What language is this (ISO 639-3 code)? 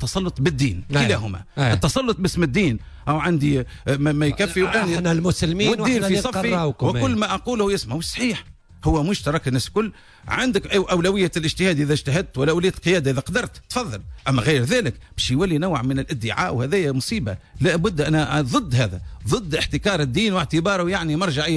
aeb